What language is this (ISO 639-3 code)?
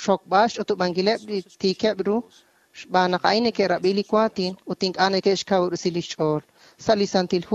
kek